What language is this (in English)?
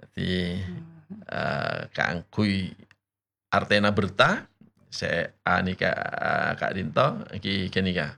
Madurese